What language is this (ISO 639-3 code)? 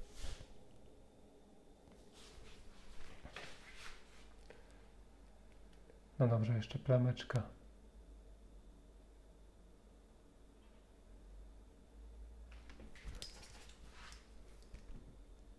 pol